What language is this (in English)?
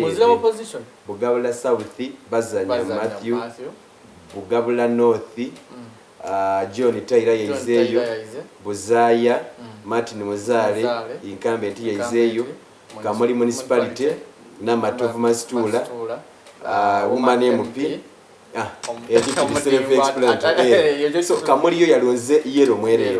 Soga